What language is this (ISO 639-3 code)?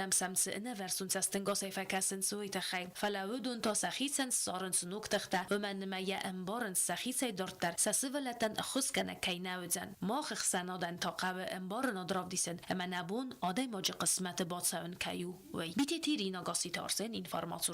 oss